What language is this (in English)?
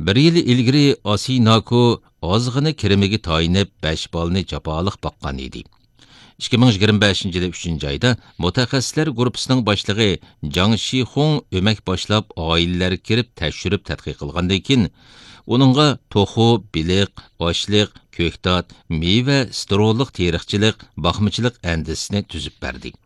Uyghur